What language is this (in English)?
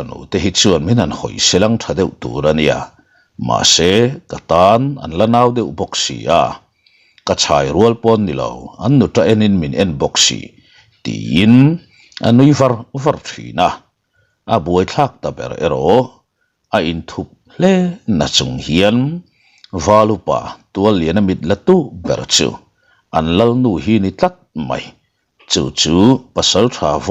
Mizo